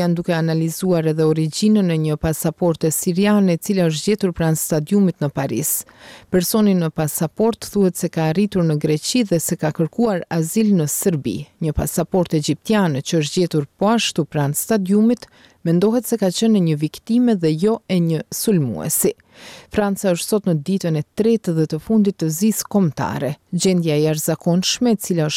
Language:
Albanian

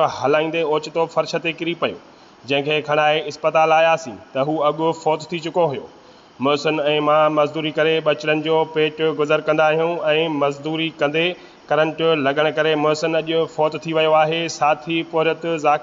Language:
Sindhi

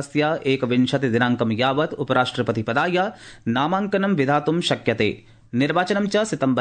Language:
Sanskrit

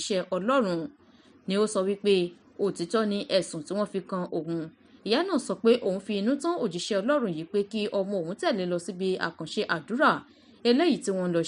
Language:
Yoruba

